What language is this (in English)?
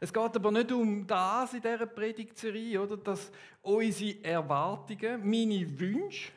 Swiss German